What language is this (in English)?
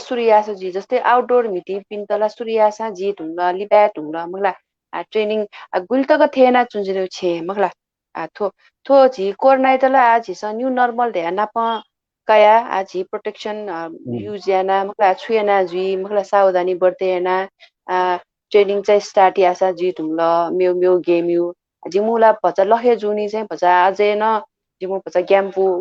Newari